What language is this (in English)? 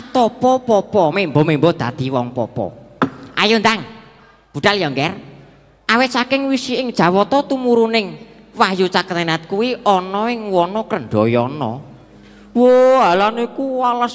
Javanese